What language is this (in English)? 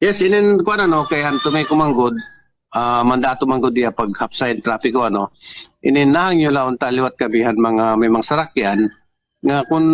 Waray